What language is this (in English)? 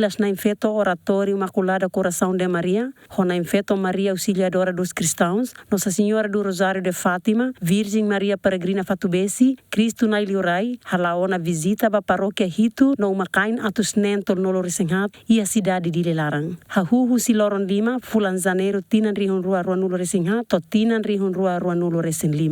Tetum